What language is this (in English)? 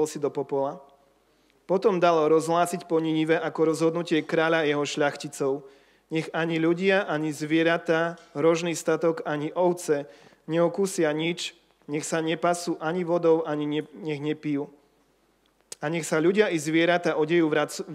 Slovak